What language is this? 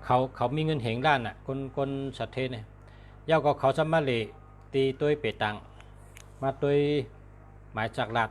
Shan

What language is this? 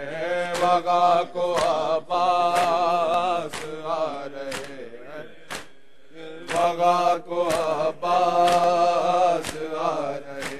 Urdu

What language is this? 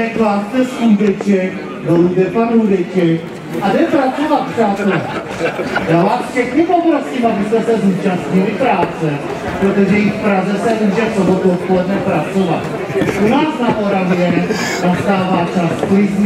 Czech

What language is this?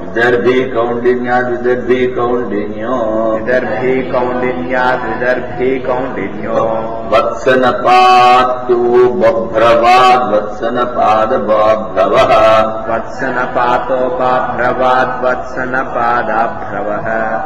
Sanskrit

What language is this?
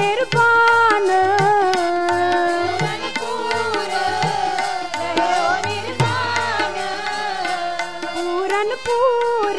Punjabi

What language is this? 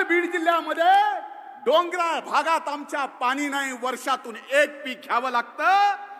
Marathi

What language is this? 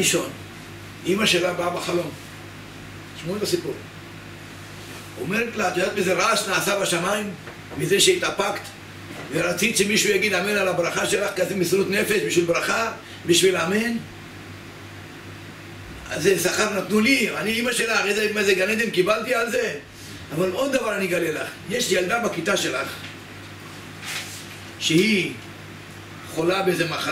Hebrew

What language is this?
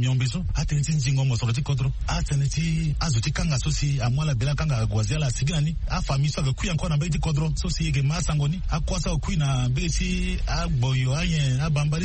Sango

